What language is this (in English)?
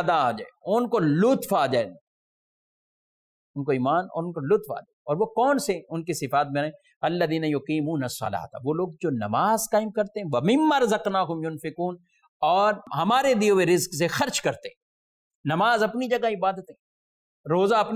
Urdu